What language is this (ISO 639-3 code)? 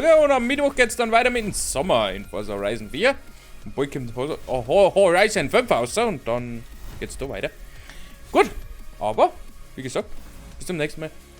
bar